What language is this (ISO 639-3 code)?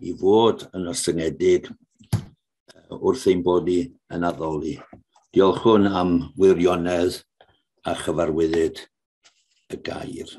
cym